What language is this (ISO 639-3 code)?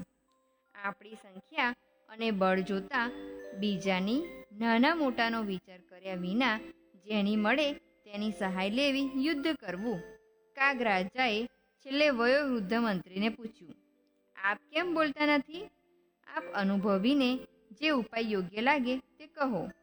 guj